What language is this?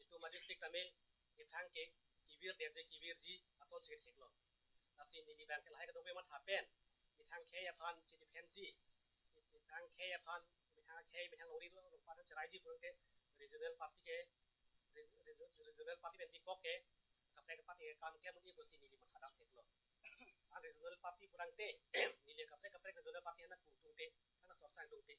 Karbi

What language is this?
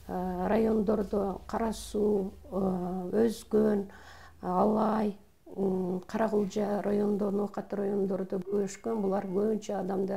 Kyrgyz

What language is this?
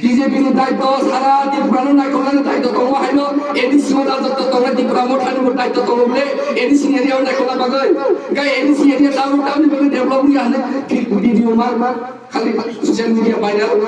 Riang (India)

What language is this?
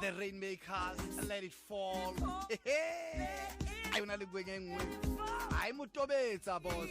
Southern Sotho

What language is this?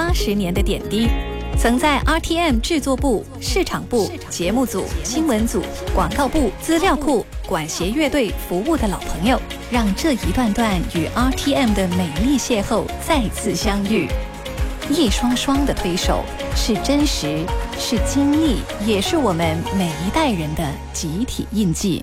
Chinese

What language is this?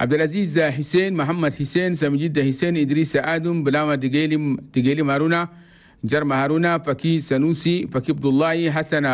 Chadian Arabic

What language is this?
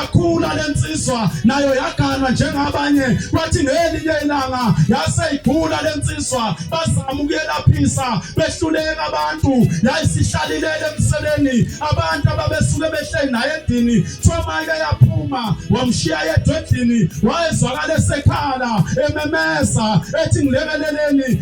Zulu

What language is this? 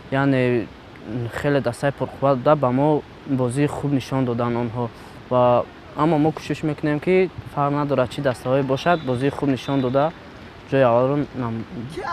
Tajik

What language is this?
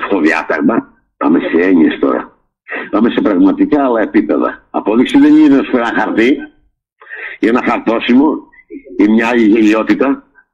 Greek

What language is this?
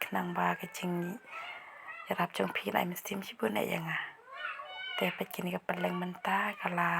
Khasi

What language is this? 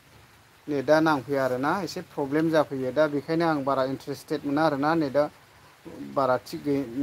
Bodo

